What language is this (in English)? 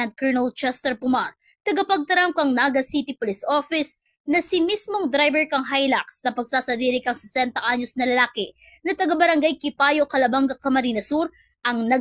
Bikol